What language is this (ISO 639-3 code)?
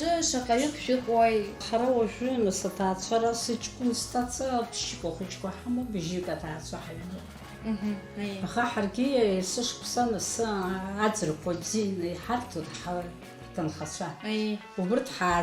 abk